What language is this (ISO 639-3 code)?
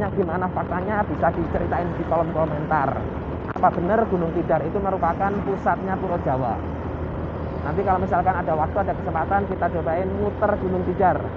ind